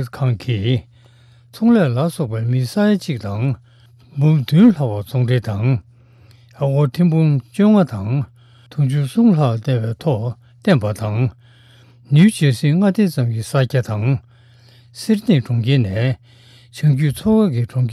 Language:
Tibetan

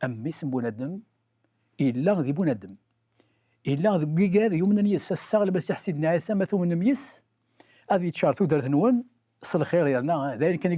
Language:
Kabyle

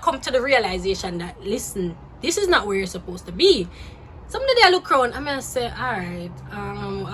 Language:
Jamaican Creole English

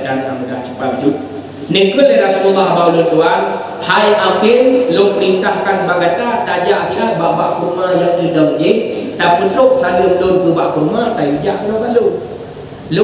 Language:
Achinese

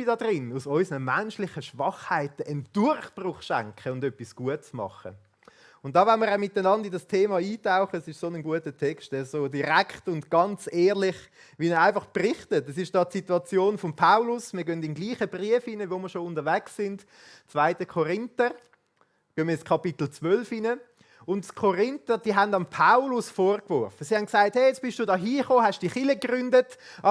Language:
Swiss German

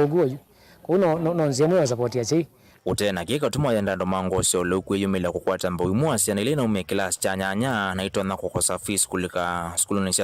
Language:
Kamba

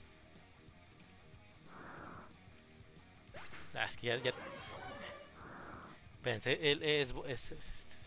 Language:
Spanish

